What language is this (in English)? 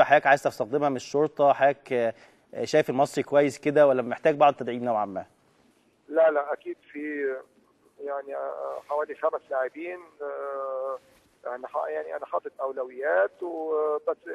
Egyptian Arabic